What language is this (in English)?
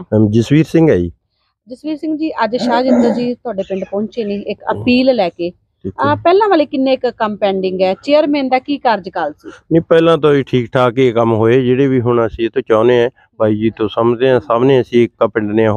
Punjabi